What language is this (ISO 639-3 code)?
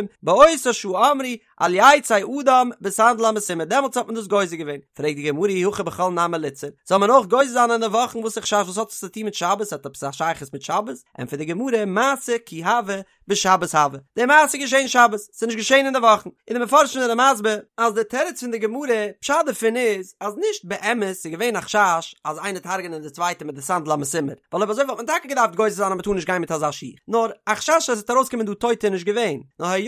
yid